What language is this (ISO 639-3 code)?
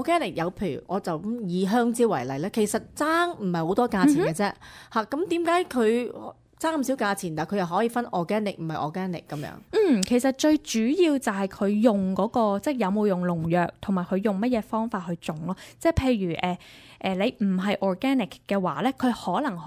yue